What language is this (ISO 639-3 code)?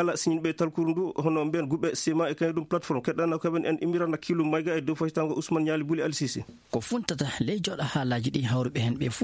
ful